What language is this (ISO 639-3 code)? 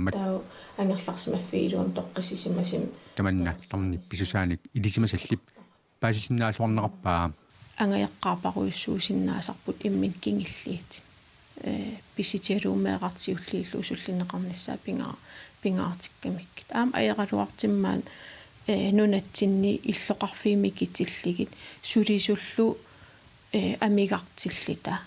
kal